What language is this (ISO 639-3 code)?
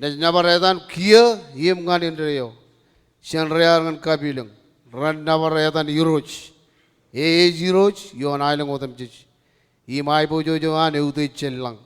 mah